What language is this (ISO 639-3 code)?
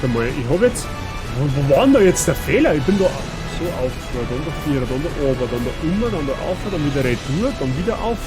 bar